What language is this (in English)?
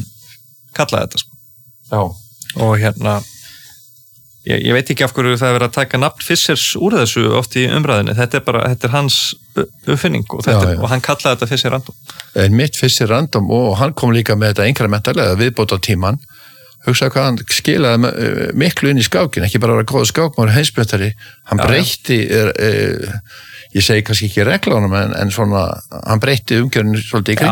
Icelandic